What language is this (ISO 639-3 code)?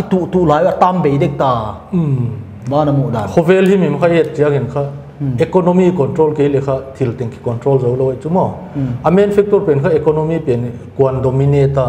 pck